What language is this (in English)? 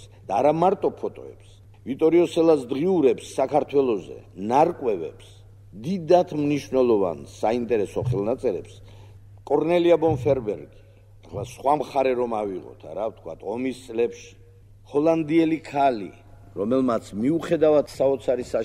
Georgian